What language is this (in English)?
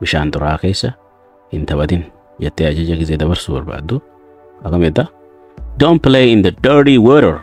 Oromo